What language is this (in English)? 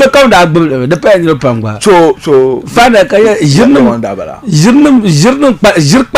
Dagbani